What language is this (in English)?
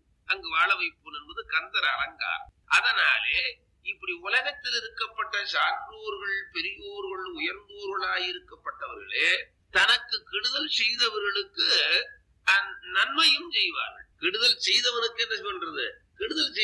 Tamil